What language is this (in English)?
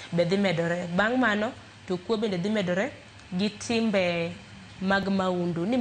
Luo (Kenya and Tanzania)